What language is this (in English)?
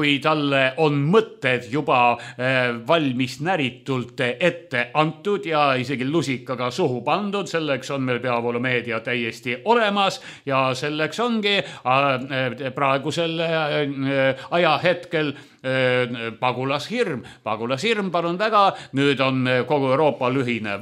Estonian